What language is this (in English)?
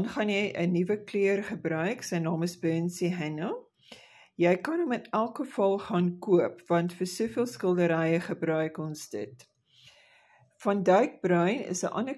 Afrikaans